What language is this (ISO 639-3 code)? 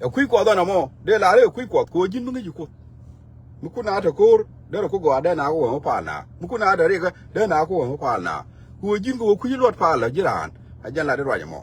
nus